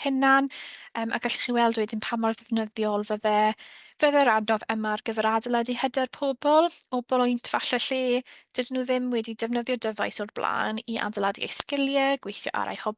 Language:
Welsh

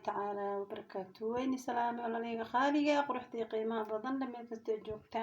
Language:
Somali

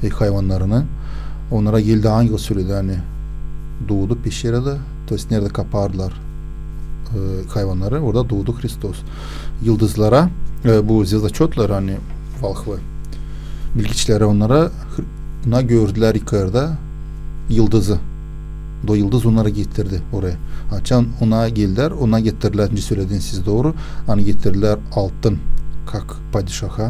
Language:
Gagauz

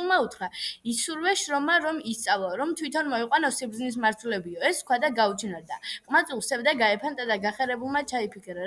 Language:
Georgian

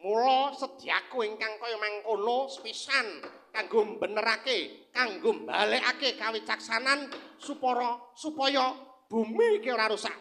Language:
Javanese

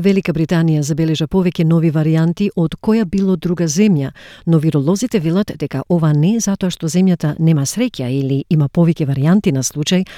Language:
Macedonian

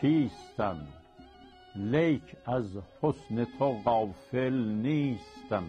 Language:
South Azerbaijani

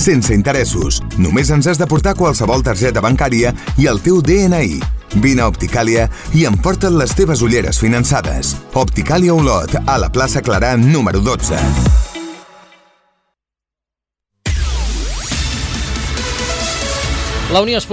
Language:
Catalan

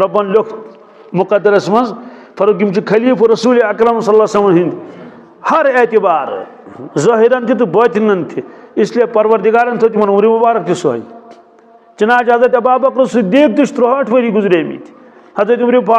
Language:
Kashmiri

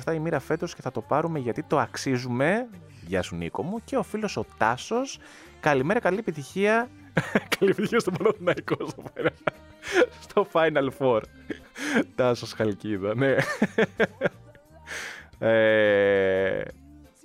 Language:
Greek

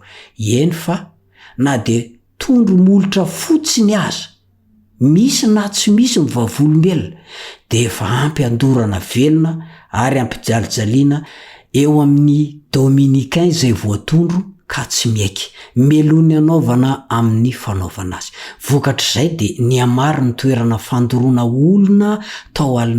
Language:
Malagasy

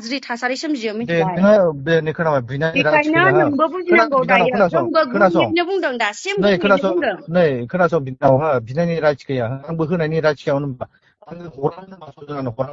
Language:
Bodo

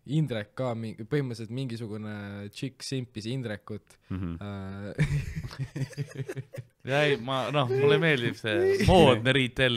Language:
Estonian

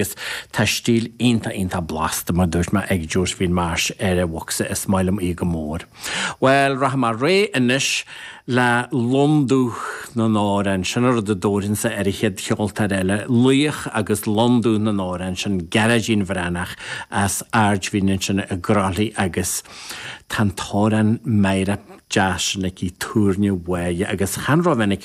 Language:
Irish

